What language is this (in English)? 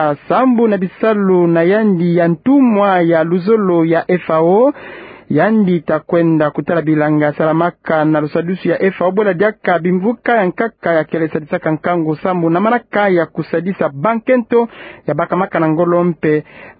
Kituba (Democratic Republic of Congo)